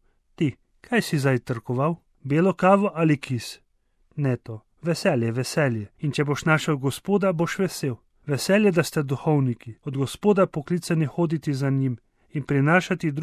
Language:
Slovenian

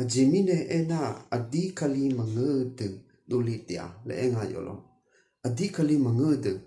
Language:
Akha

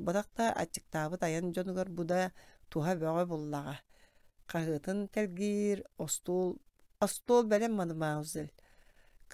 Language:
Yakut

